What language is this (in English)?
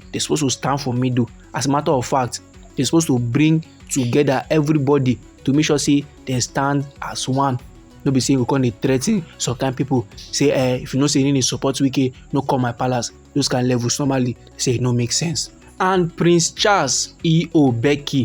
Nigerian Pidgin